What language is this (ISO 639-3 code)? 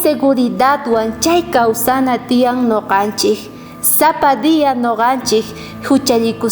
quh